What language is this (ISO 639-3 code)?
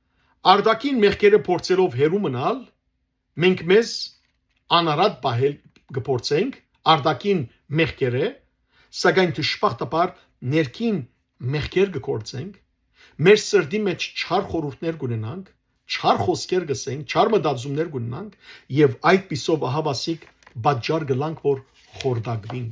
hyw